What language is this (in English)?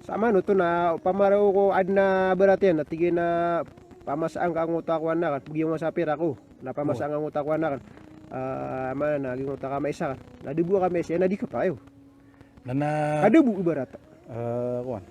Maranao